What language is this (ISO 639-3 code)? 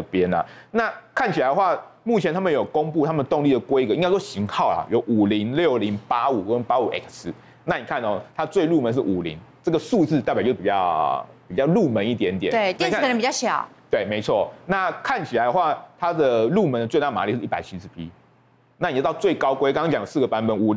zho